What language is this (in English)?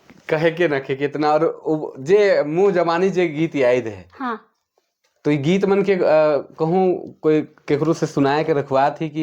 Sadri